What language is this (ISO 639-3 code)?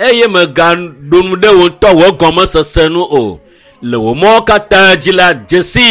ewe